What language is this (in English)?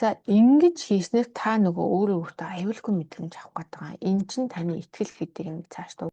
Mongolian